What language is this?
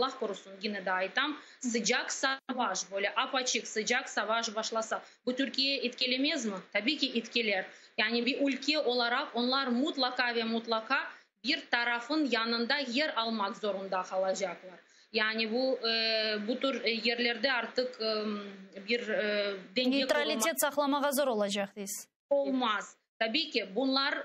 Crimean Tatar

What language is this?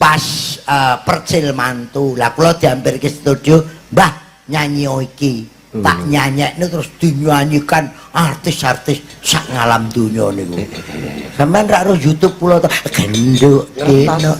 Javanese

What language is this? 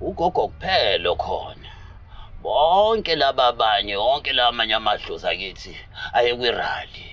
Zulu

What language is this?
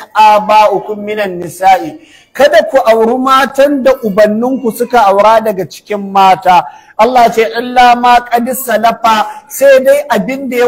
Hausa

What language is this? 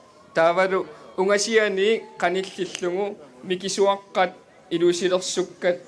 Kalaallisut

